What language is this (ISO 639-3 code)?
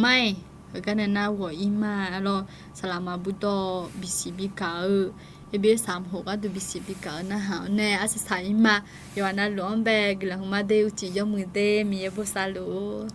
ahk